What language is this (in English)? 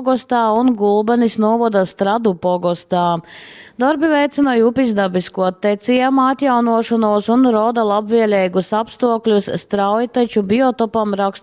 Latgalian